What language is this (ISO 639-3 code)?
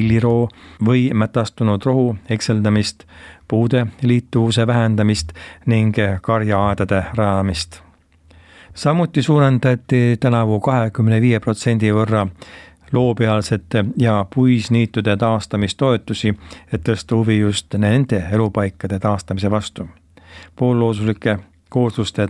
est